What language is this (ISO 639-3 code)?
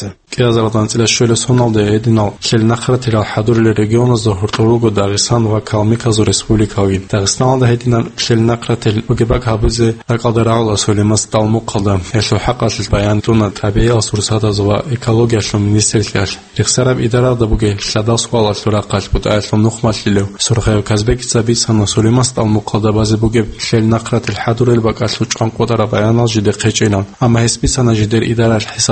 ava